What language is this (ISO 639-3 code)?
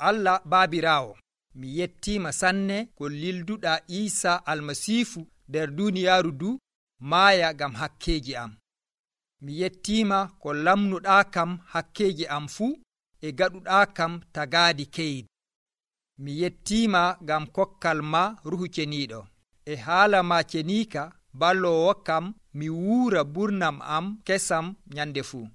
fuv